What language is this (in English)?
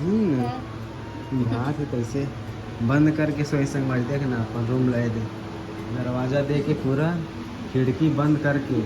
Chhattisgarhi